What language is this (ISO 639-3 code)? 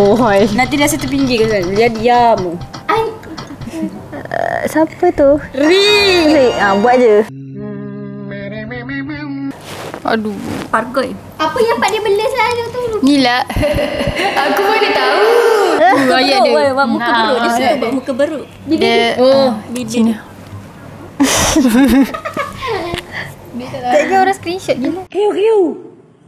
msa